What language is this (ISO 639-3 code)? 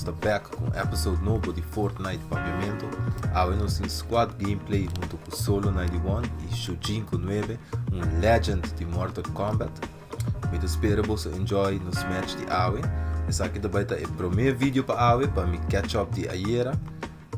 pap